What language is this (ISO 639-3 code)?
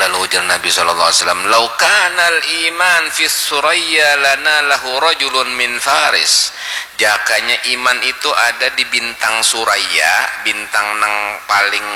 bjn